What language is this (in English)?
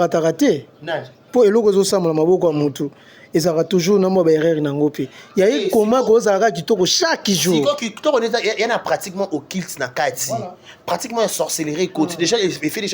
Lingala